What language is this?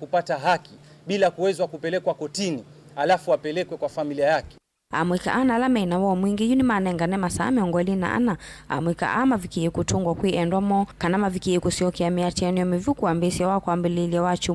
Kamba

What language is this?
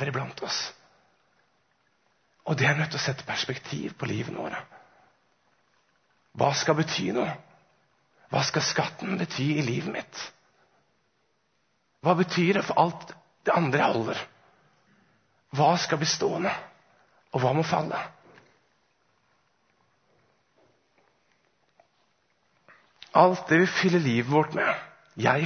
Norwegian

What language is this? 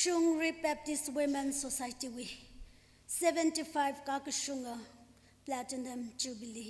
Tangkhul Naga (India)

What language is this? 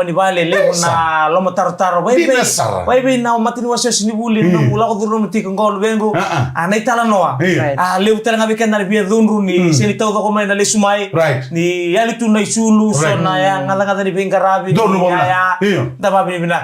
Fijian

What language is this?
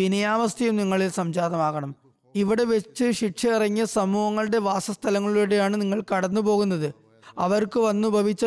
Malayalam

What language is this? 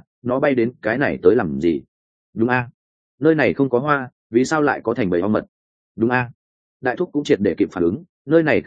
Vietnamese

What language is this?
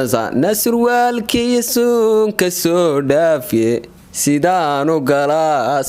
Somali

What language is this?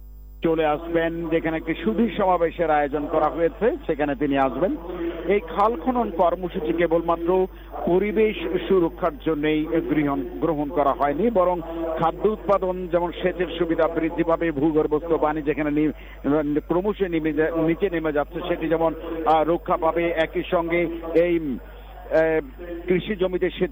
Bangla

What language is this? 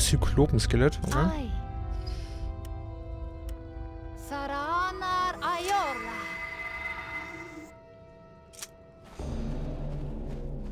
German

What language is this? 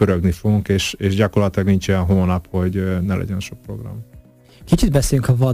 Hungarian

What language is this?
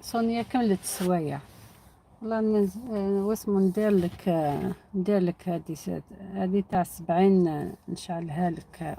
Algerian Arabic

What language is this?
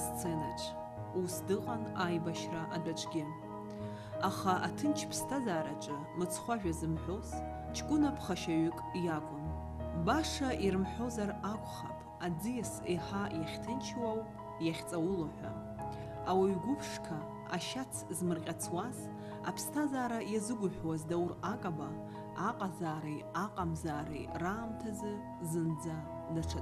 Abkhazian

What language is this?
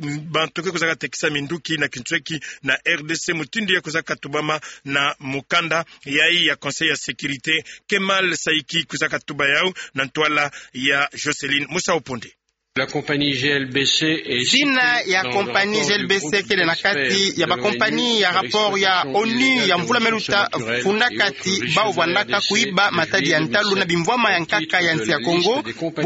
Kituba (Democratic Republic of Congo)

